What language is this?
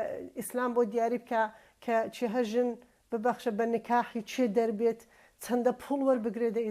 Central Kurdish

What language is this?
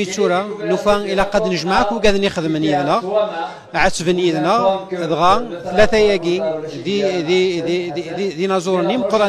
Kabyle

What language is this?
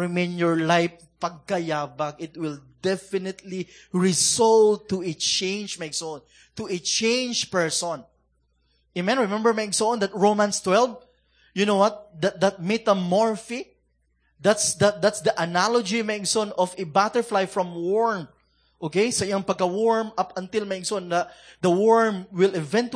Cebuano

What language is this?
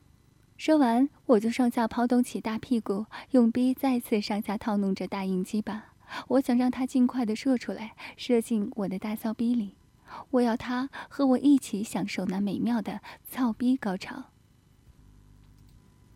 Chinese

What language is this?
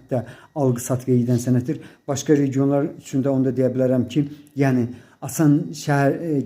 Azerbaijani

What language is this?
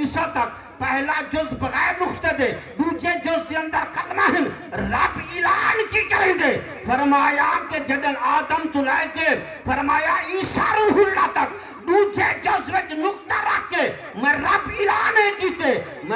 Saraiki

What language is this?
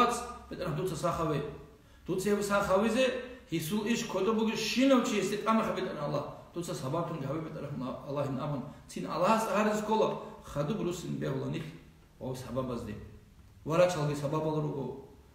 Avaric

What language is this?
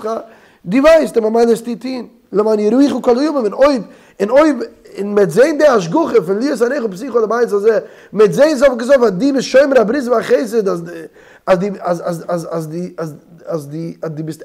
Yiddish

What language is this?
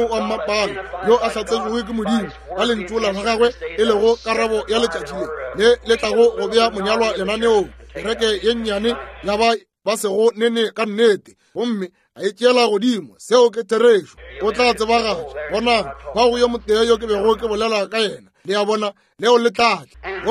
Northern Sotho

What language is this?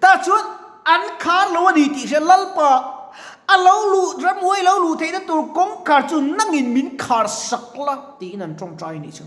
Mizo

